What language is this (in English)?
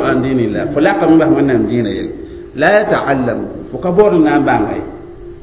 Mossi